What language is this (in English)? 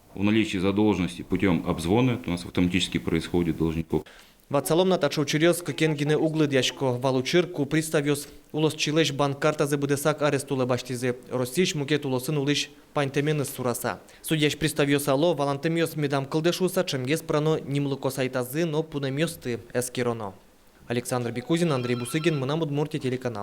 Udmurt